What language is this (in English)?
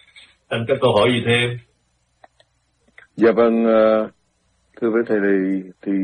Vietnamese